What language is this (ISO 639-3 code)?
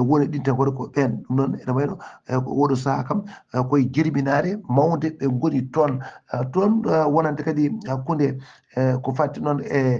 ful